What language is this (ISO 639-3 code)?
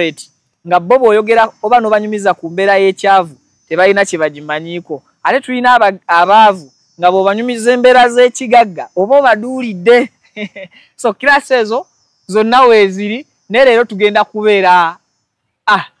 lug